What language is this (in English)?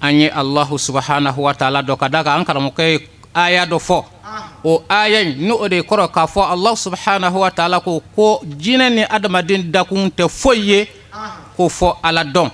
Bambara